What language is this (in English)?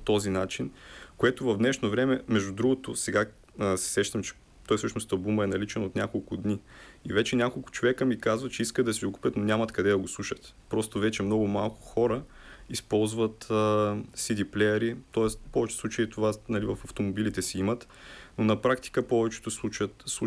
Bulgarian